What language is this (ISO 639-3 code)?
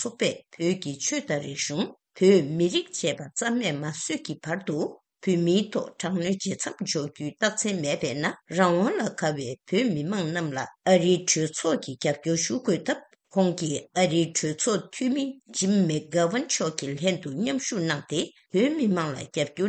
bod